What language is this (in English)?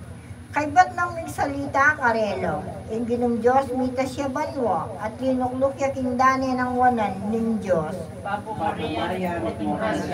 Pampanga